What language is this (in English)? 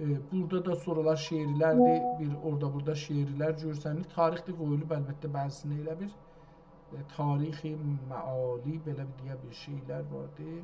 South Azerbaijani